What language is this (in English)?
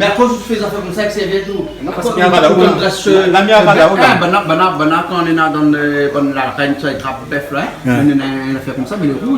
Réunion Creole French